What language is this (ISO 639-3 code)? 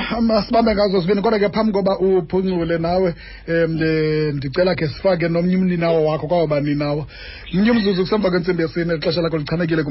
xho